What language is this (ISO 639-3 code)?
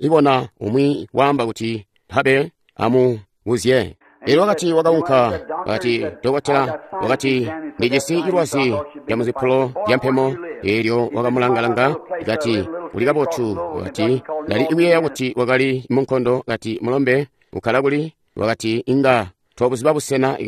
toi